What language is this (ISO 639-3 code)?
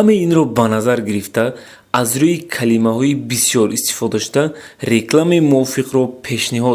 tgk